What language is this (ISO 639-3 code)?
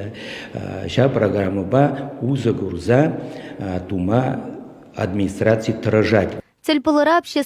chv